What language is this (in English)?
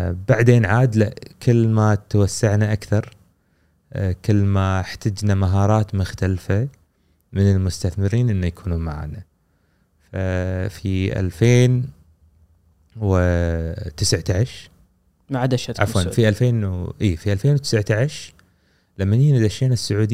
Gulf Arabic